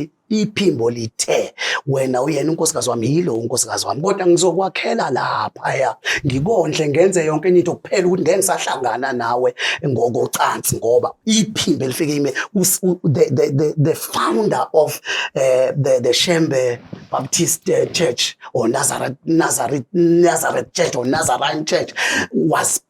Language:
Zulu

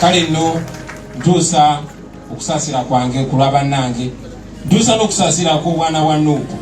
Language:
Ganda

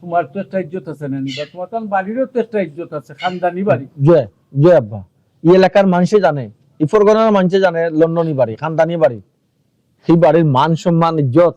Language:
Sylheti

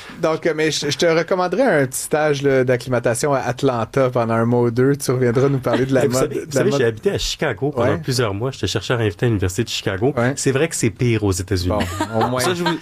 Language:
French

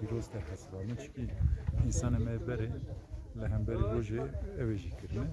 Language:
Kurdish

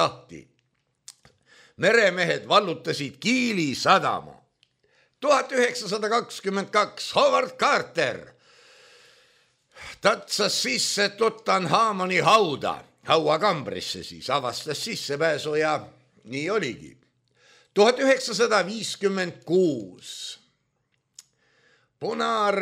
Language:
Estonian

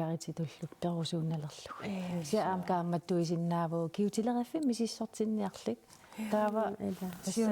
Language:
Kalaallisut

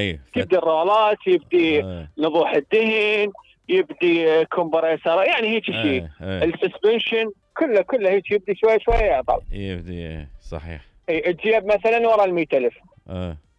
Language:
Mesopotamian Arabic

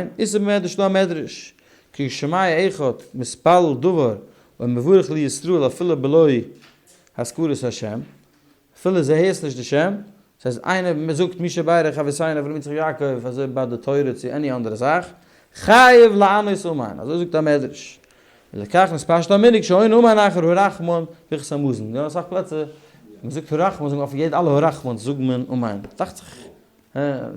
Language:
Yiddish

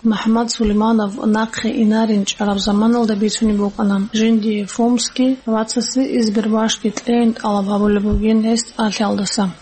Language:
Avaric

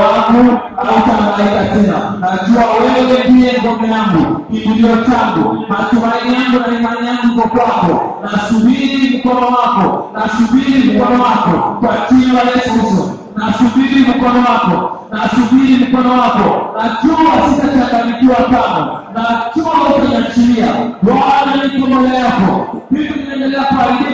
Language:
Swahili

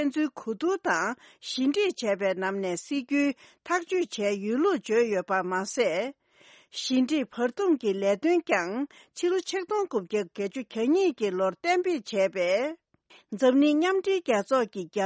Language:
Tibetan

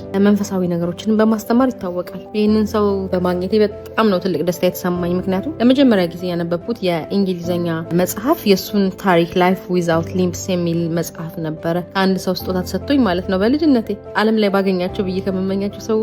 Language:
Amharic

